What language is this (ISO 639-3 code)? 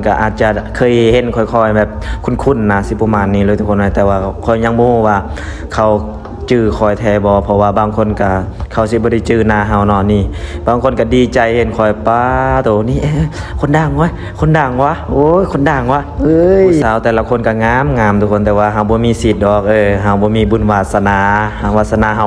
lao